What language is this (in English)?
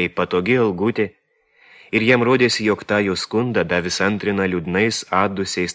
Lithuanian